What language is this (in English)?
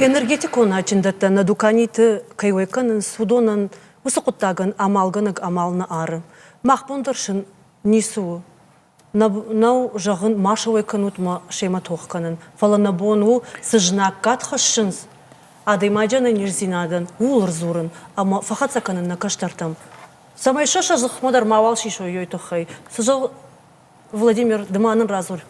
Ossetic